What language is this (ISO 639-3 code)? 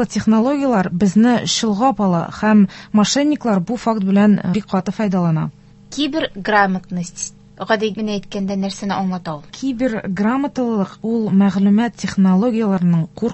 tat